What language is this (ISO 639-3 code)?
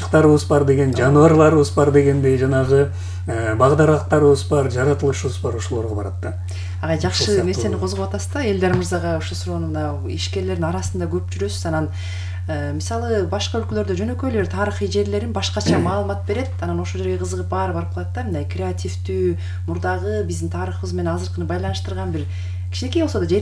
kir